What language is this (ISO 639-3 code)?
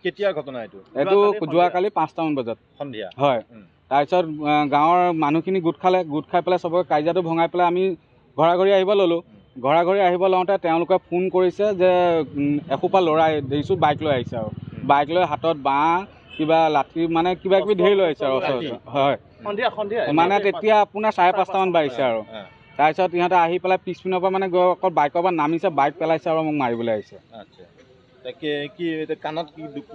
asm